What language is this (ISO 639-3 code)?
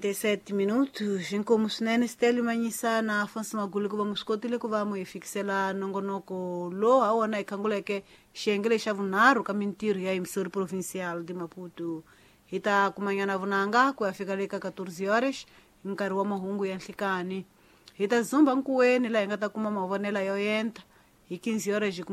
tso